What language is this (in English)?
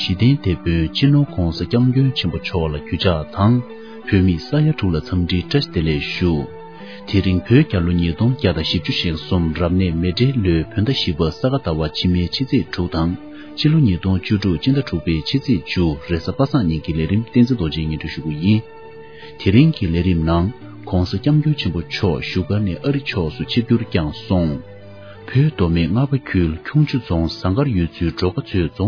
Tibetan